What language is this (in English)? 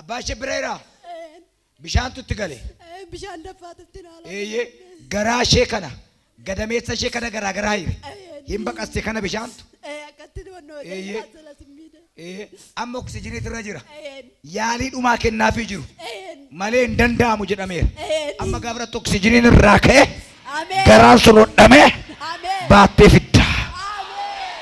Oromo